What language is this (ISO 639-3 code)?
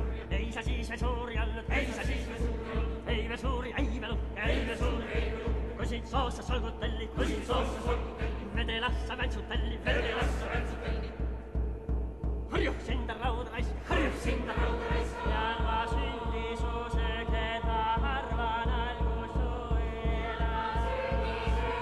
est